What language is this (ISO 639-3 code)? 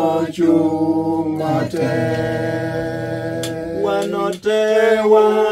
laj